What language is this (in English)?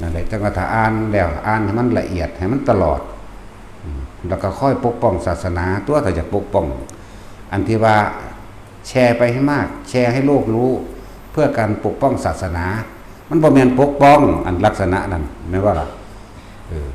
Northeastern Thai